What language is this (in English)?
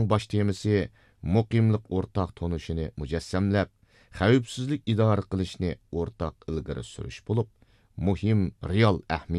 Uyghur